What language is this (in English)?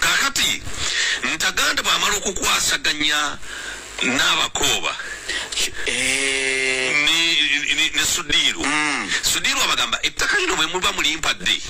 Ganda